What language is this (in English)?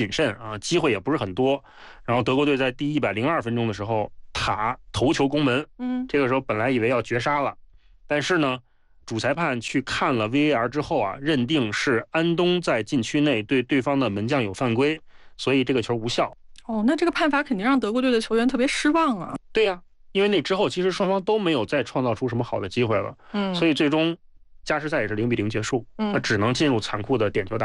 Chinese